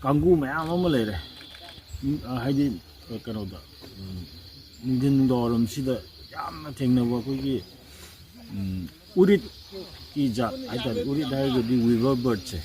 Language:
Manipuri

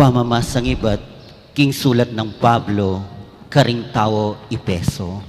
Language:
Pampanga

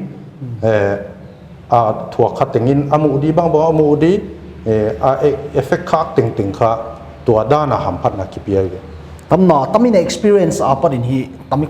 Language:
Paite Chin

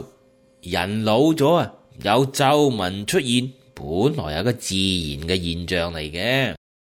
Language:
Cantonese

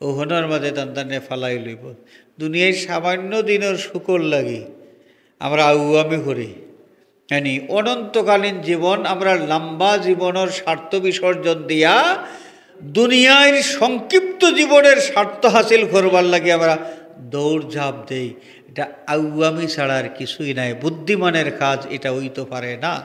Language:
Sylheti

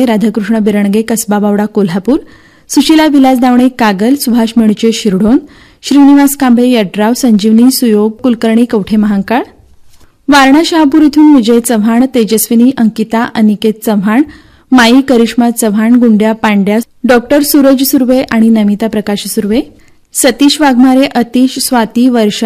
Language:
Marathi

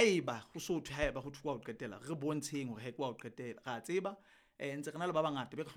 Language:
Southern Sotho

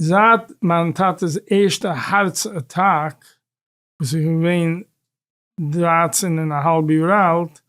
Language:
Yiddish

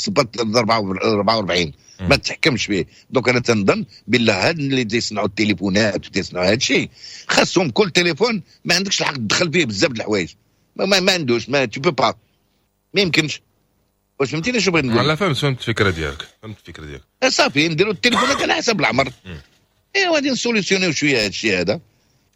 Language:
Moroccan Arabic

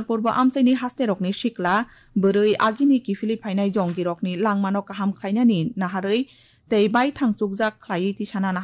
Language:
Kok Borok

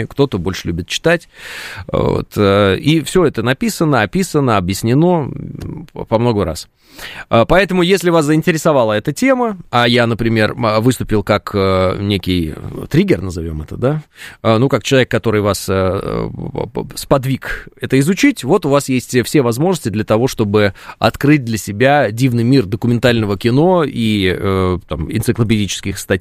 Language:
Russian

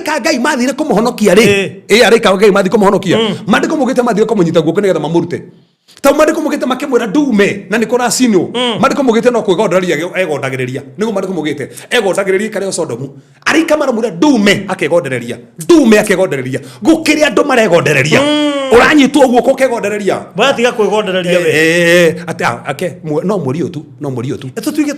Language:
Kikuyu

